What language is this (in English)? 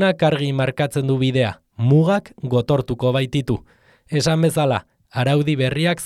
Basque